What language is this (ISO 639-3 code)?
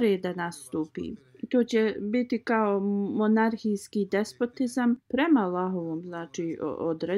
bos